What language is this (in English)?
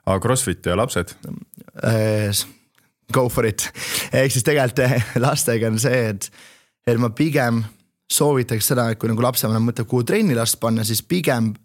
Estonian